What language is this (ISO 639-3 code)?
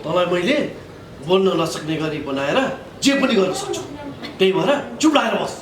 nep